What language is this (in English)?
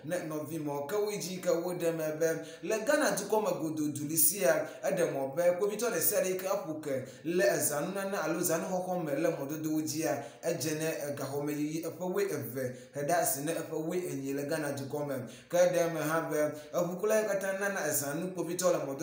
Ewe